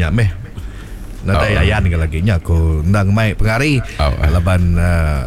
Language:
Iban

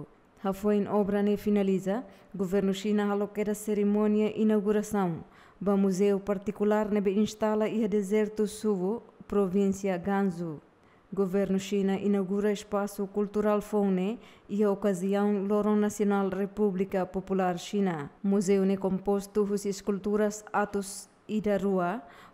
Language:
Tetum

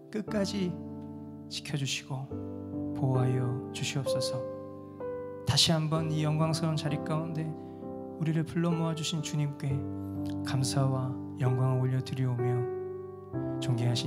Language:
Korean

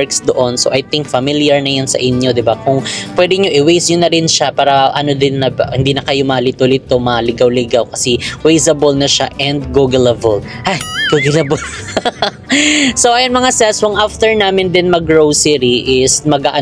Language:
Filipino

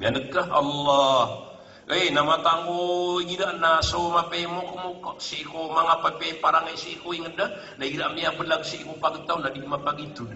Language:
Maranao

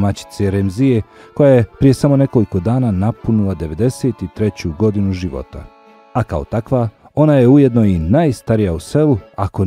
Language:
Bosnian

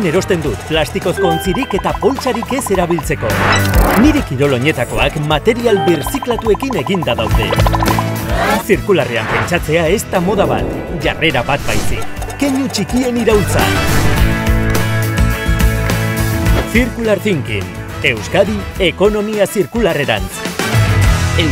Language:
Basque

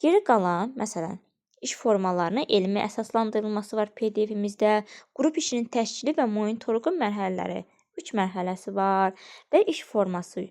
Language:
Azerbaijani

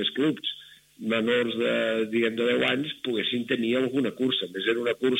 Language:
Catalan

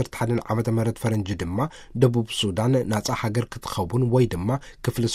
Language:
Tigrinya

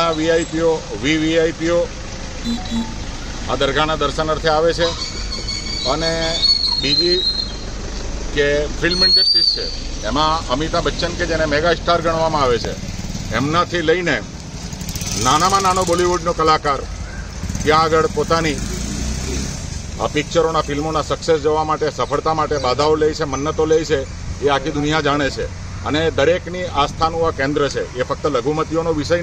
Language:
Gujarati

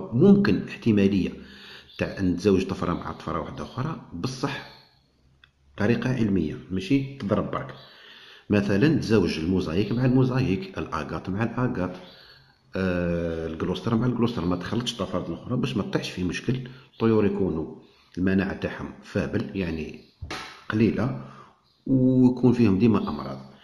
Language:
Algerian Arabic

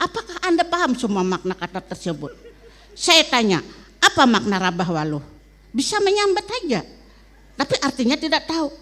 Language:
Banjar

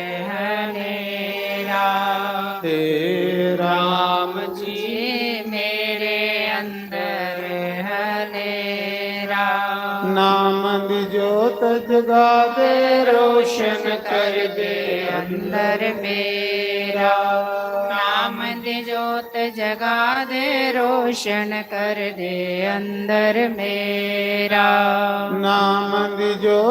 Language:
Dogri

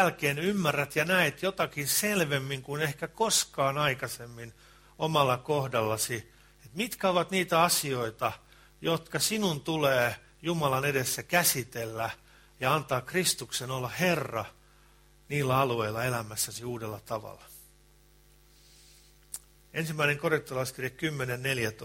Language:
Finnish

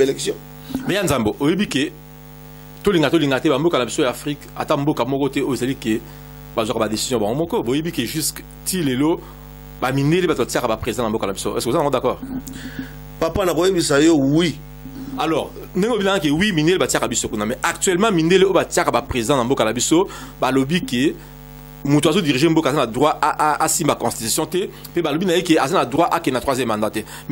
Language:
Lingala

